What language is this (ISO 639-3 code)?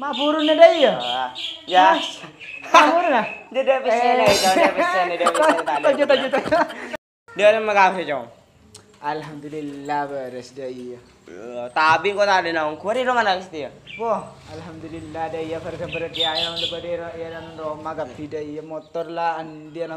mad